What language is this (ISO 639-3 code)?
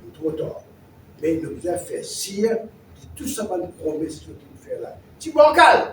mfe